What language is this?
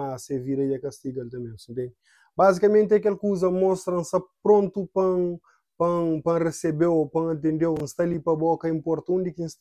Kabuverdianu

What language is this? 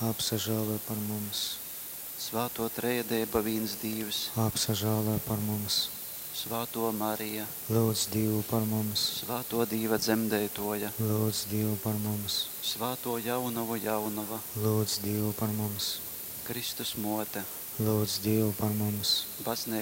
Latgalian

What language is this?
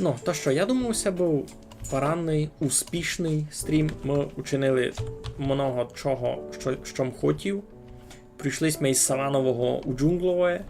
Rusyn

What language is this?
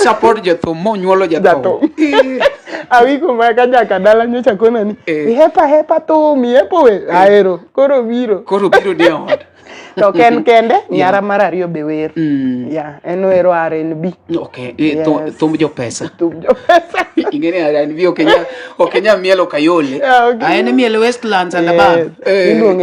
Luo (Kenya and Tanzania)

